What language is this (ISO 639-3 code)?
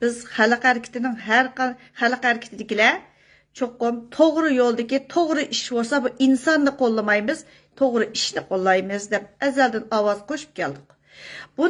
uig